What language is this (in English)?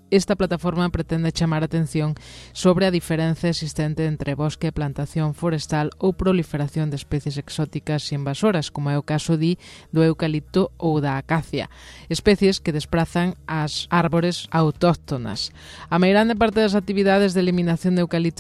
Galician